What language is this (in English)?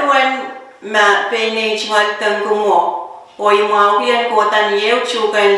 Pohnpeian